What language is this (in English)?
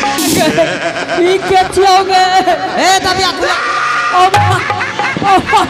Angika